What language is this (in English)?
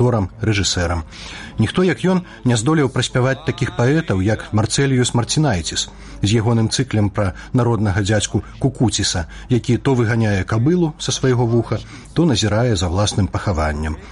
Belarusian